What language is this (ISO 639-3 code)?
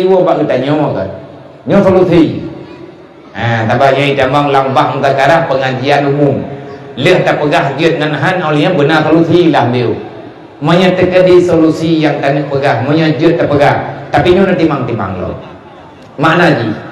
ace